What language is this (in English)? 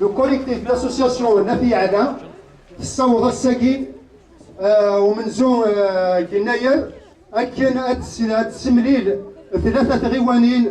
Kabyle